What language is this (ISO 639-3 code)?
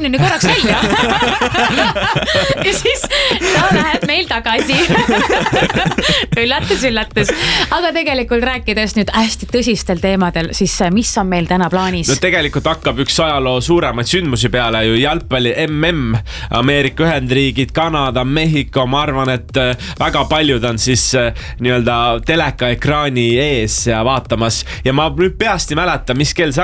est